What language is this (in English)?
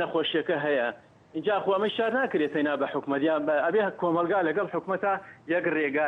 Central Kurdish